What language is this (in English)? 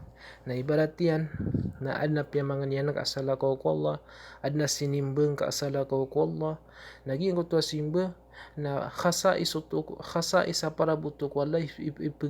Maranao